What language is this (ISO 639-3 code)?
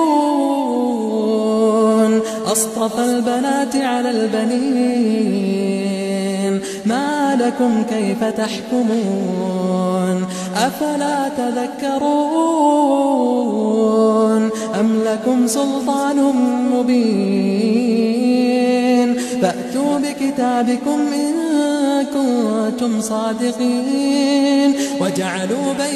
ara